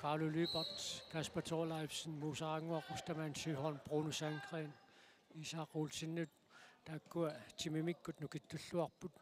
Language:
Kalaallisut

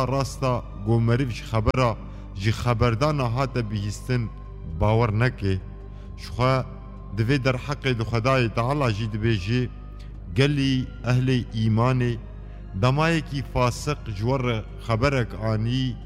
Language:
Kurdish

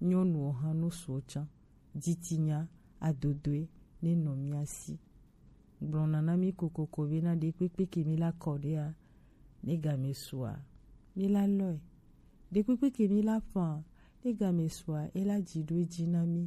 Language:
Gen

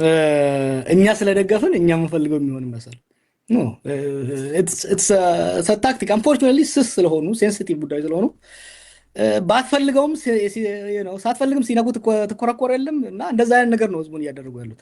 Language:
Amharic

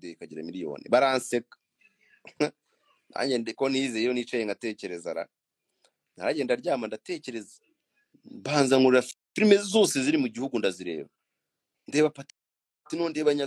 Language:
Kinyarwanda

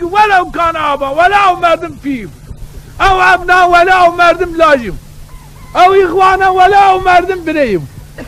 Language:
Zaza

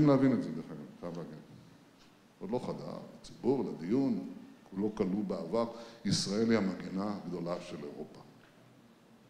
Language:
Hebrew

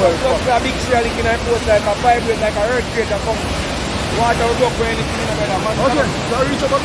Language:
Jamaican Creole English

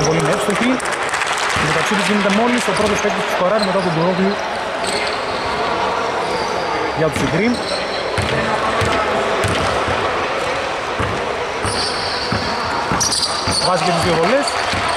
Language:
Greek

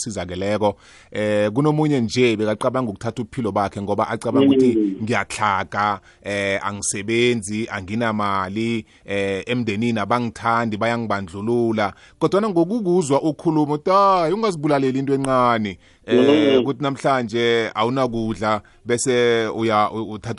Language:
South Ndebele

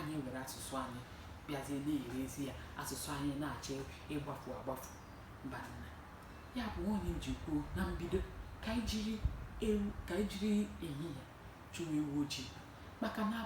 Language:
Igbo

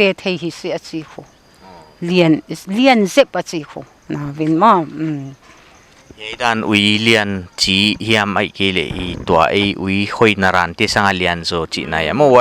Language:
Paite Chin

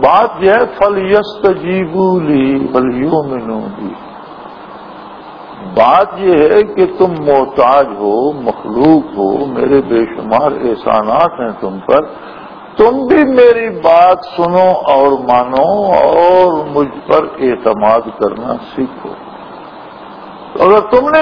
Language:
Urdu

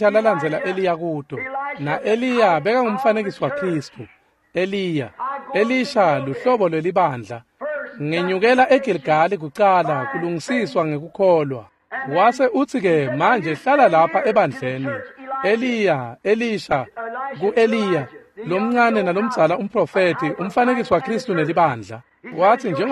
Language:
Swati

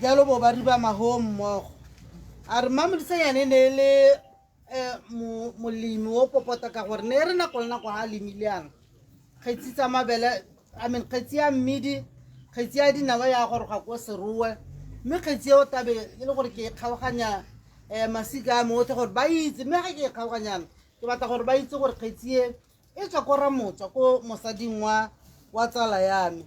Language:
Tswana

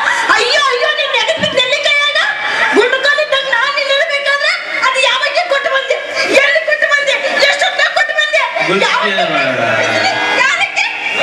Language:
Kannada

